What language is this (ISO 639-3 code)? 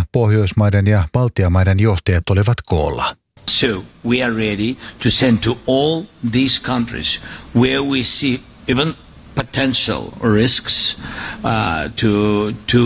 fin